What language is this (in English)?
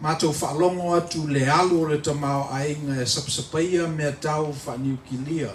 Samoan